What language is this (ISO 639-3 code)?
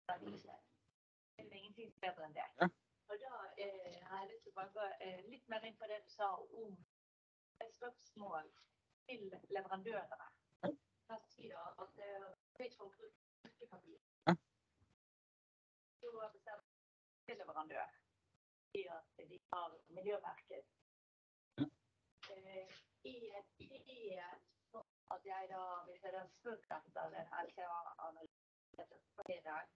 nor